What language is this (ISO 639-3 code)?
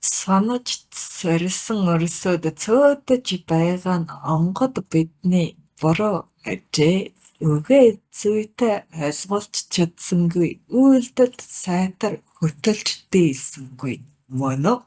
mon